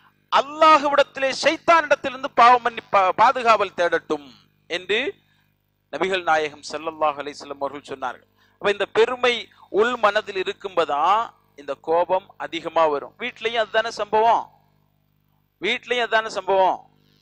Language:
Tamil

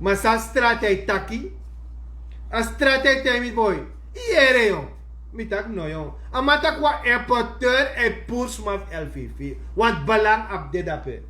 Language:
Sranan Tongo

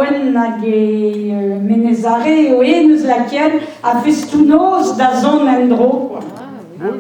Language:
Breton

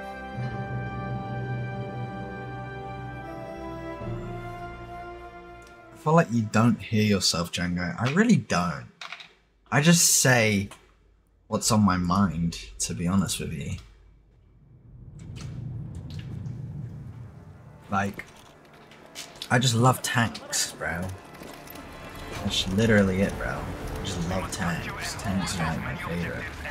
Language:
English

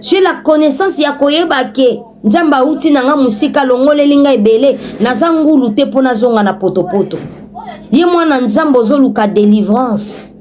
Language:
Lingala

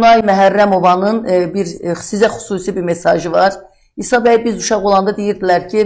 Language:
Azerbaijani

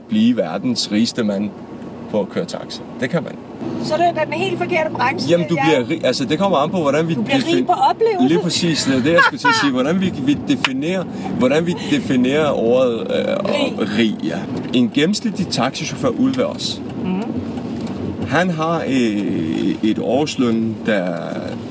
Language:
Danish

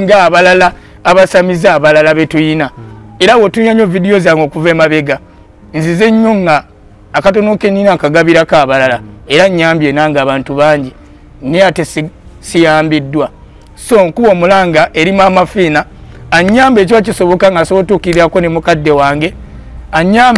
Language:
Ganda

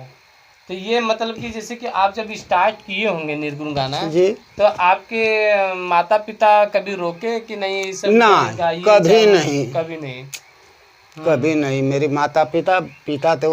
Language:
Bhojpuri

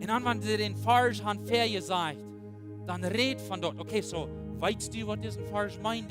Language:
Plautdietsch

